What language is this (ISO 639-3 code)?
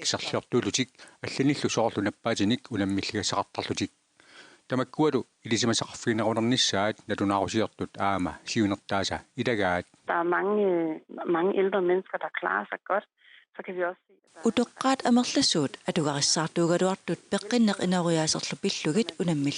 kal